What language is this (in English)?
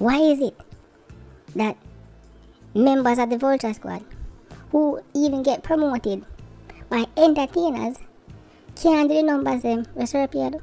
Jamaican Creole English